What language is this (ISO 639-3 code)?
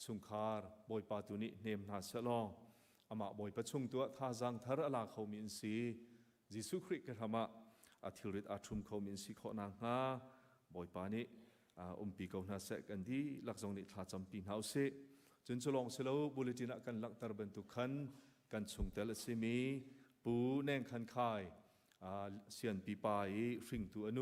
cnh